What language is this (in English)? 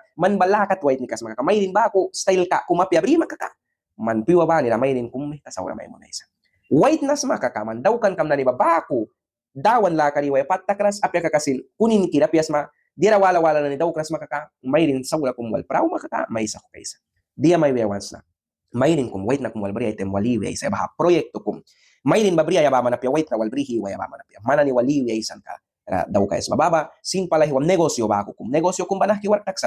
Mískito